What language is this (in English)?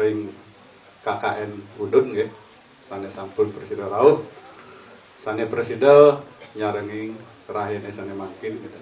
Balinese